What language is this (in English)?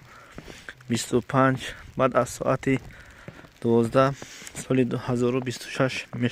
Tajik